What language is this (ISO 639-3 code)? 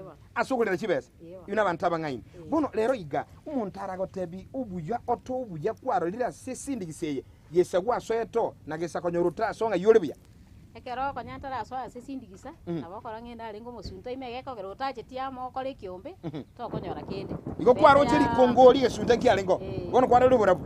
guz